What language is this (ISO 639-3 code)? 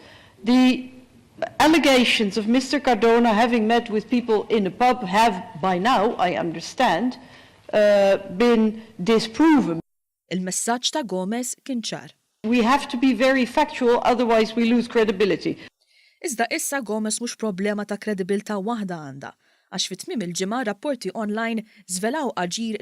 mlt